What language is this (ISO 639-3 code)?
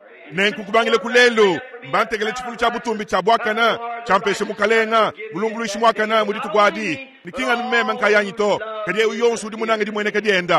lua